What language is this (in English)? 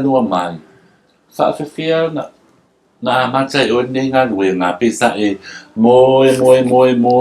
Samoan